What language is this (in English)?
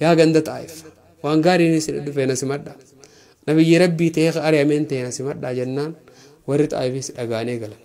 Oromo